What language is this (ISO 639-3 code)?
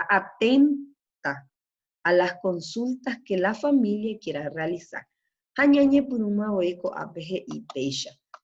grn